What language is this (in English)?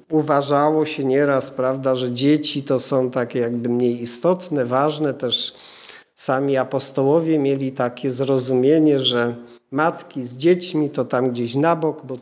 Polish